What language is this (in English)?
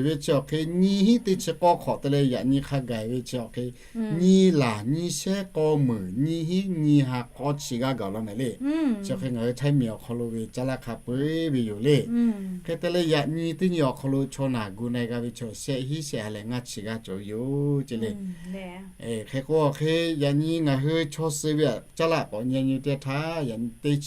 Lahu